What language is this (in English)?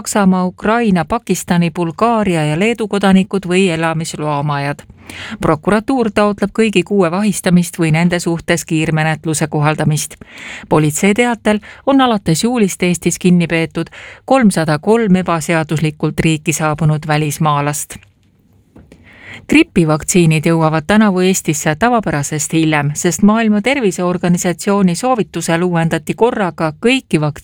Estonian